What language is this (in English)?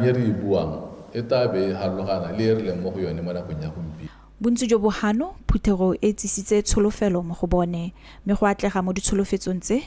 Tswana